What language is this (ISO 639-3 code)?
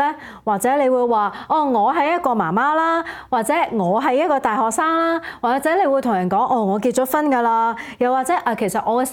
yue